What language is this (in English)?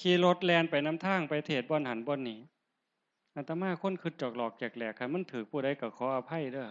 Northeastern Thai